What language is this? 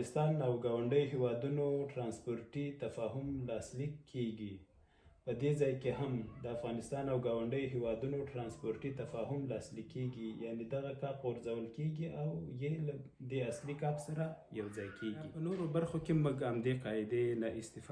Pashto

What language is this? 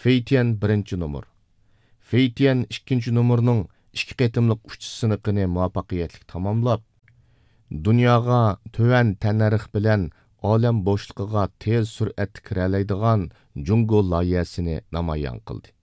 Uyghur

